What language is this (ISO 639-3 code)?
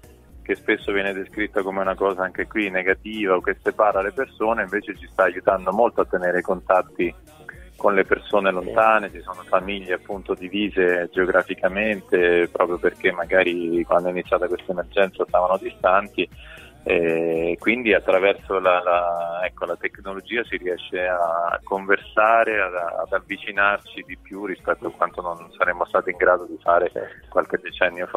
ita